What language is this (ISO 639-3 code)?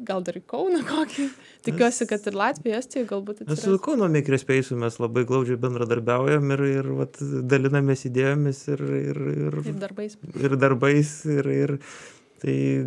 lit